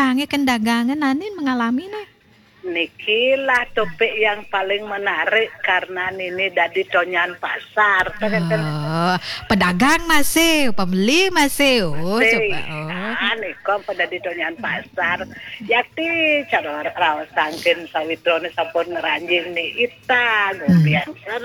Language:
Balinese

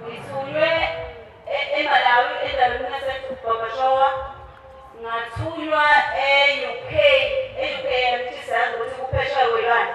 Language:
Zulu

